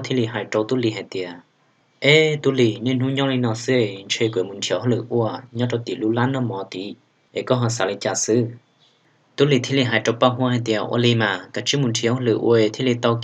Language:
Hmong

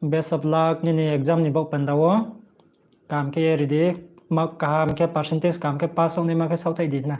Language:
Riang (India)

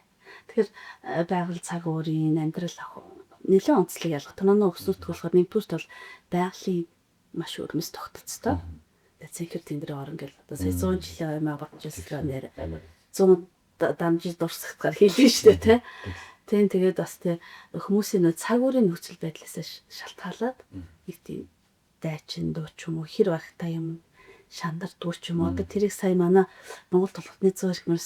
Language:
Mongolian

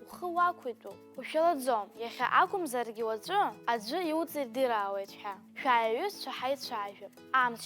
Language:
Abkhazian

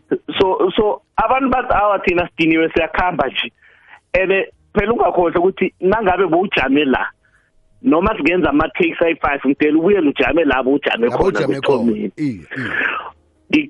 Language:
South Ndebele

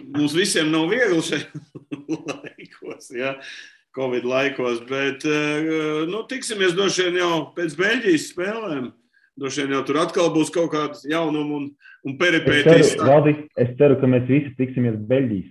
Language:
Latvian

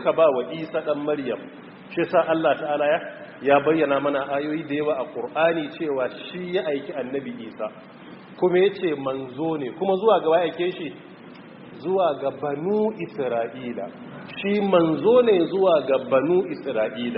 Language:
Hausa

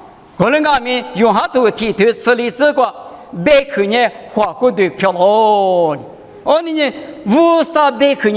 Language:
Lisu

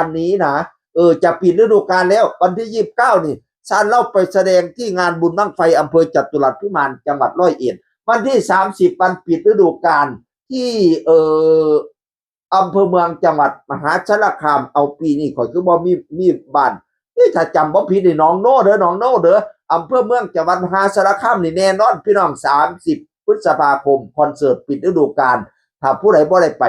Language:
Northeastern Thai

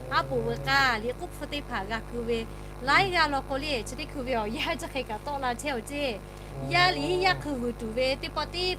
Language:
Lahu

